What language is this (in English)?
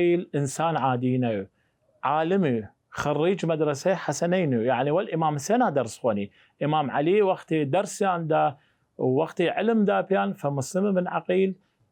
Southern Kurdish